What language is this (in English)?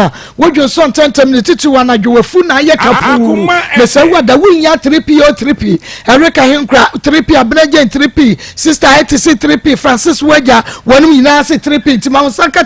Akan